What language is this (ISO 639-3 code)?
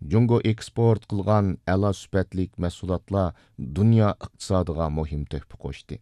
uig